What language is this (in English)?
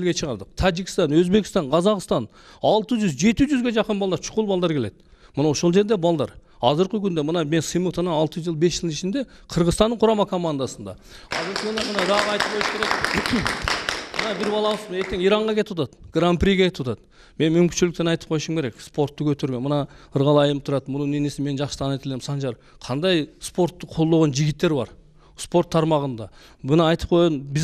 Kyrgyz